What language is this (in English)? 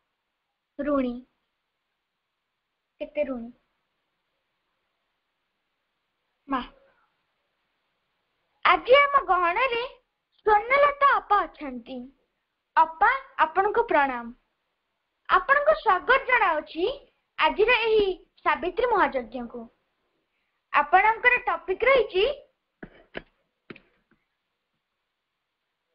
Odia